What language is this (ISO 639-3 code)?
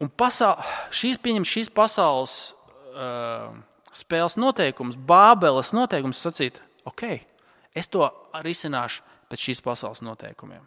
lav